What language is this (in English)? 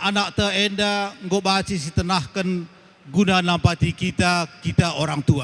Batak Karo